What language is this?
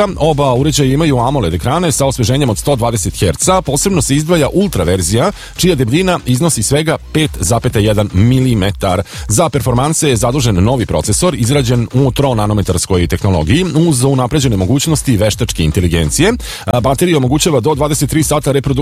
Serbian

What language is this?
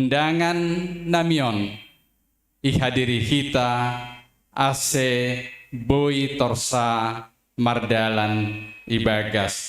Batak Simalungun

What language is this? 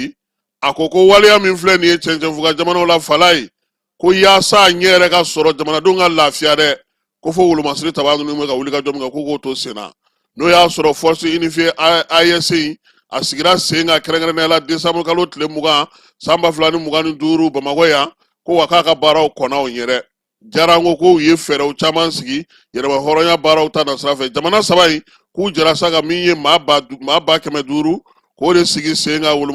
Bambara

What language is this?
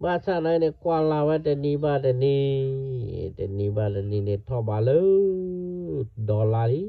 S'gaw Karen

